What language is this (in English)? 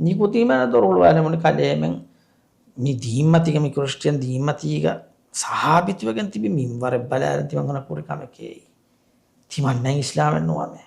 Divehi